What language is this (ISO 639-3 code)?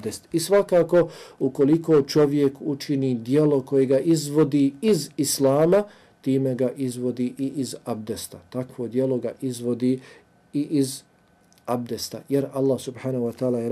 bos